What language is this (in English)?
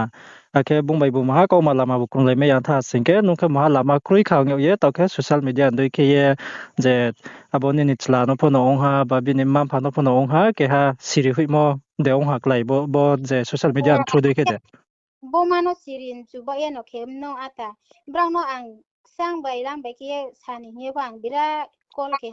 Riang (India)